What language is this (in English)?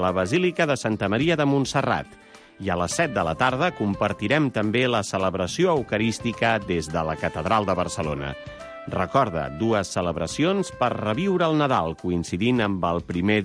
Catalan